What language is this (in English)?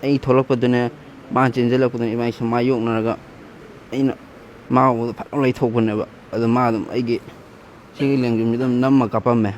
Manipuri